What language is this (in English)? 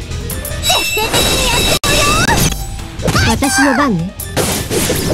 Japanese